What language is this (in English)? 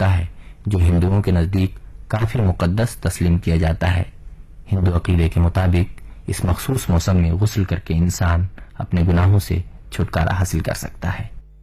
Urdu